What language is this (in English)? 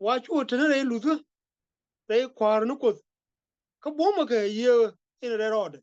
Nuer